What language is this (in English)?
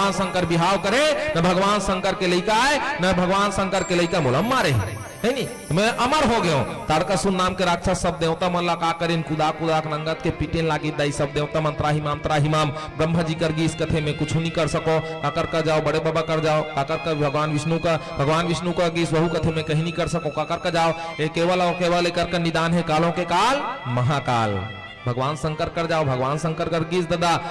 Chhattisgarhi